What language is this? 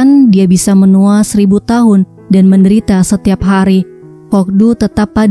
Indonesian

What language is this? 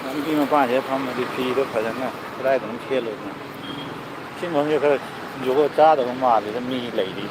Manipuri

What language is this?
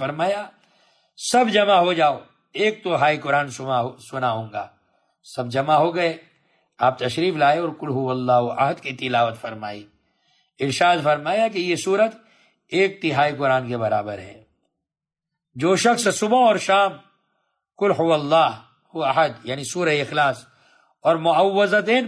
Urdu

